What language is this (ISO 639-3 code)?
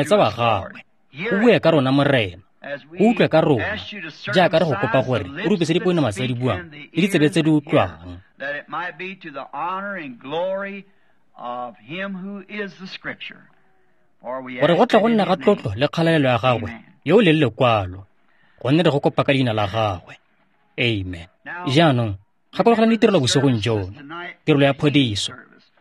tsn